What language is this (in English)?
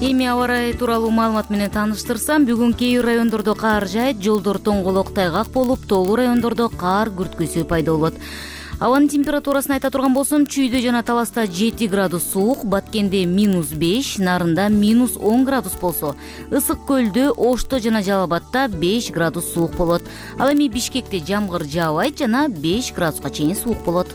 Kyrgyz